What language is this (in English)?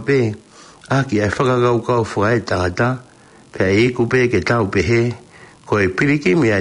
Tongan